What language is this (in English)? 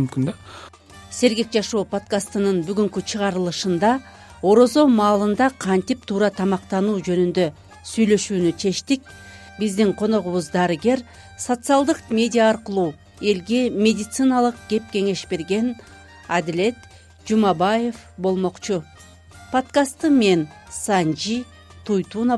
Kyrgyz